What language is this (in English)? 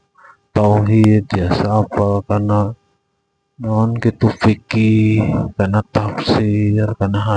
Sundanese